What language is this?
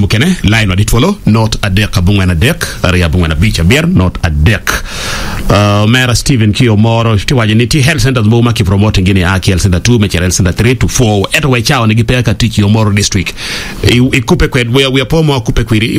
Acoli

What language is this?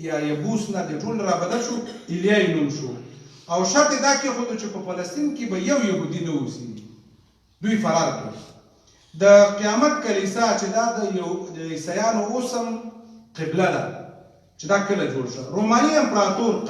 Pashto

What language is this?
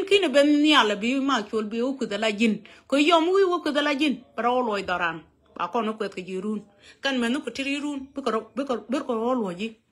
Nuer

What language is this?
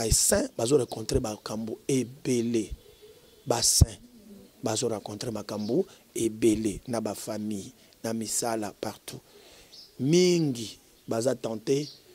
Lingala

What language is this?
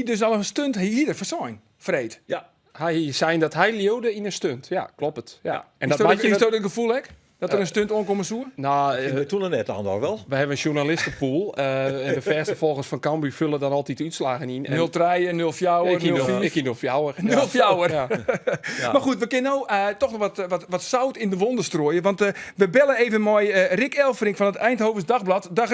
Western Frisian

